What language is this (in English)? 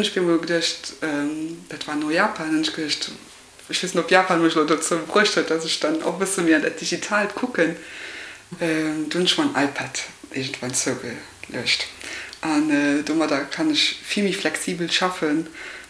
Luxembourgish